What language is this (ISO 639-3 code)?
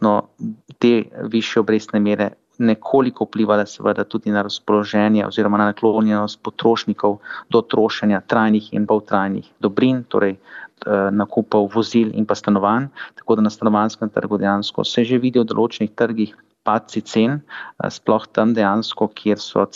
slv